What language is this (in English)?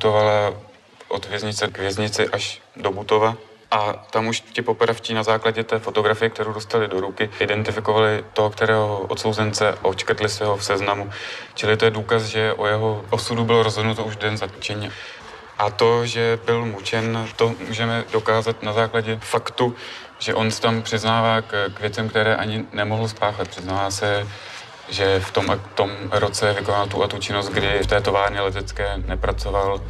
Czech